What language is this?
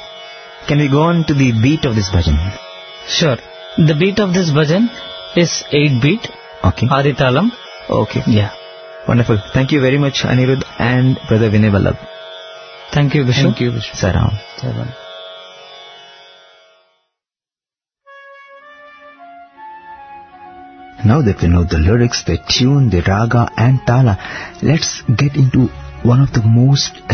English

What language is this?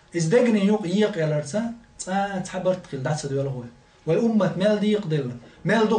Chechen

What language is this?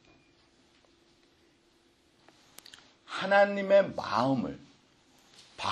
Korean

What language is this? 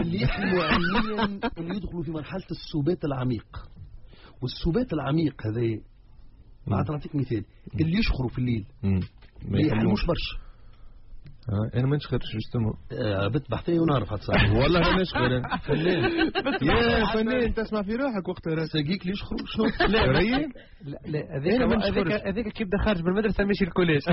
Tunisian Arabic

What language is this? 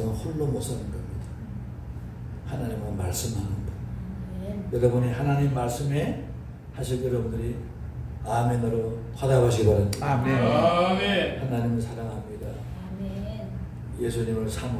Korean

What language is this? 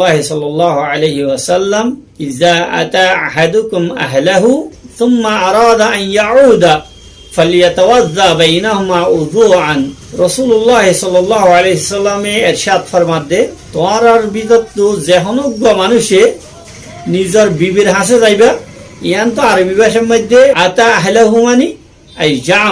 Rohingya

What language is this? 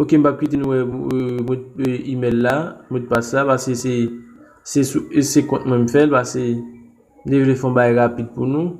Haitian Creole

